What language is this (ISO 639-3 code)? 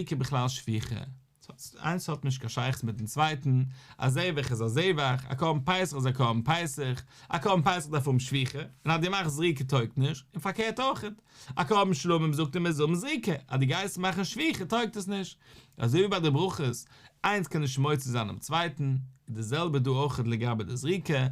yid